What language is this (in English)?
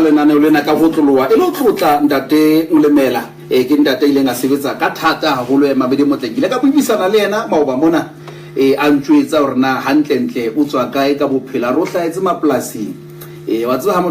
Southern Sotho